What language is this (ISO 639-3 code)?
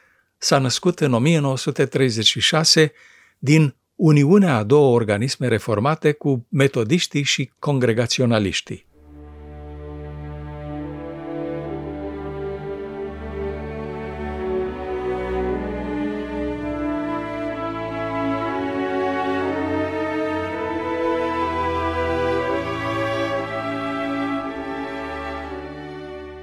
ron